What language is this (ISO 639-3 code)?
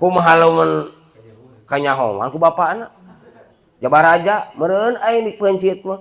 sun